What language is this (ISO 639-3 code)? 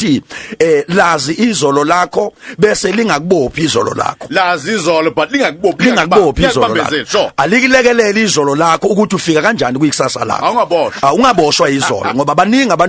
zul